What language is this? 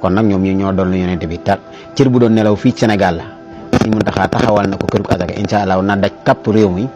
Wolof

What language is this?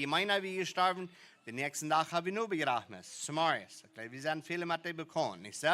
Plautdietsch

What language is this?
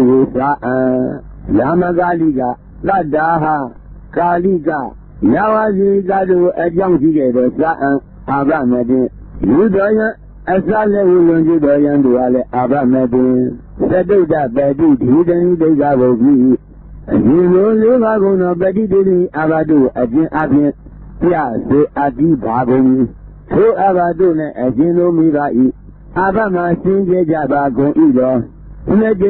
Burmese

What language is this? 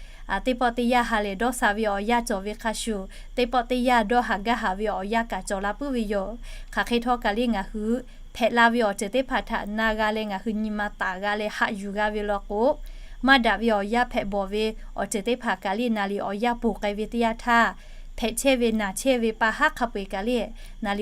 Lahu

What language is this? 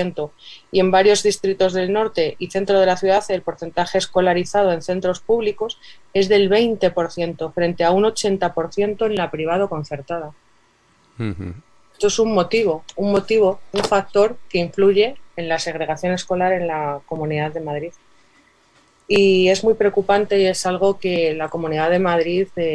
Spanish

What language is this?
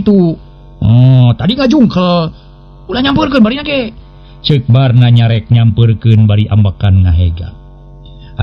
Sundanese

